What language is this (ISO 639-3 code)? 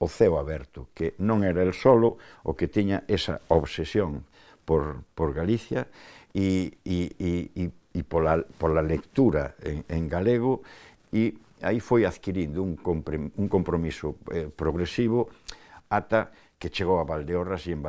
glg